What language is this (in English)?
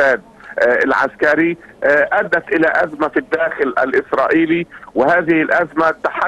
Arabic